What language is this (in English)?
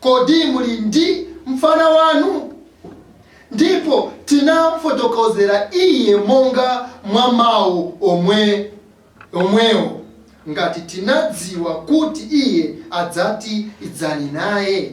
Nyanja